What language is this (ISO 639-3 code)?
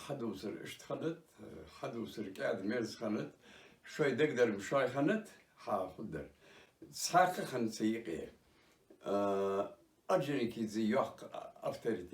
inh